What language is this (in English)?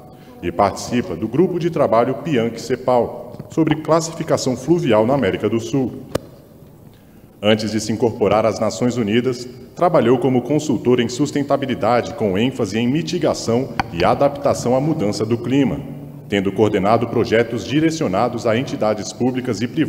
Portuguese